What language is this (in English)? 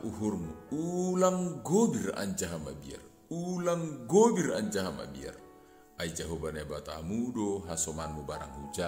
Batak Simalungun